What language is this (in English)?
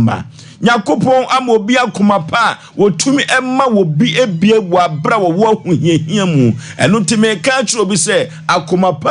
Akan